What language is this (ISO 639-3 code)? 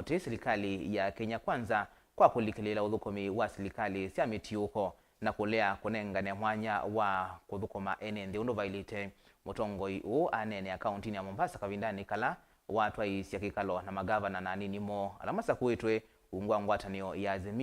kam